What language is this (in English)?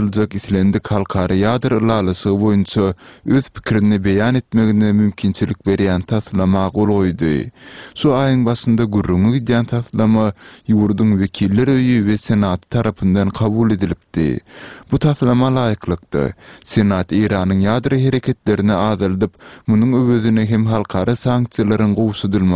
Turkmen